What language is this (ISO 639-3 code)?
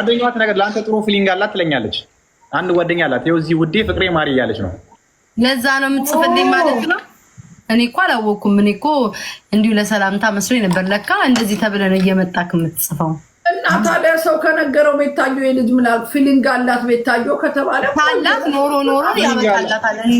amh